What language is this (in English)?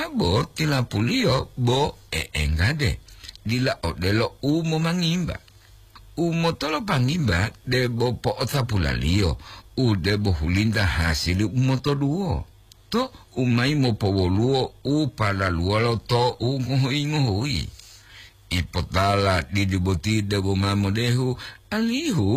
Gorontalo